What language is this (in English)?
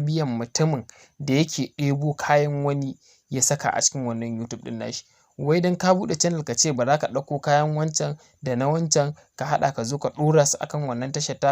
Hausa